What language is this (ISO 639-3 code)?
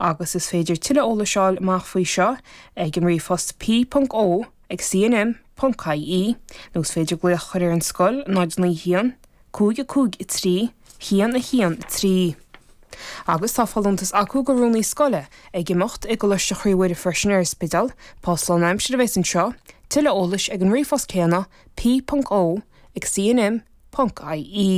gle